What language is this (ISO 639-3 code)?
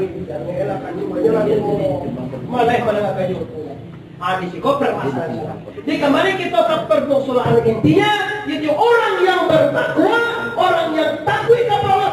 min